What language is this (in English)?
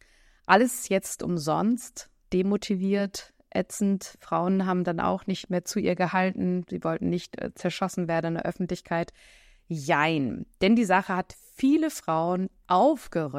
German